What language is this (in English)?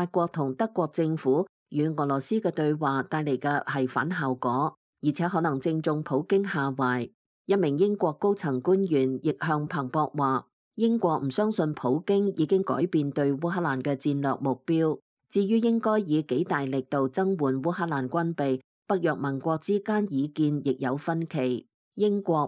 Cantonese